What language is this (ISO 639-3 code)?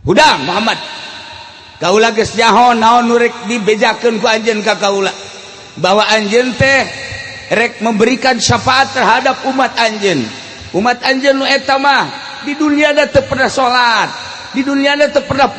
sun